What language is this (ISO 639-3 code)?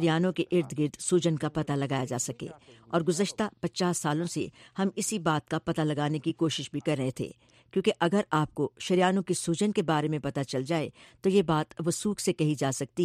urd